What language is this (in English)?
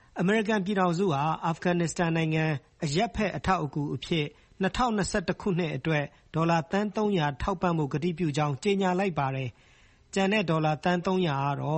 Burmese